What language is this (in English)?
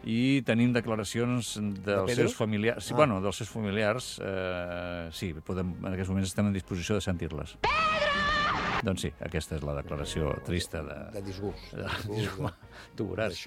Catalan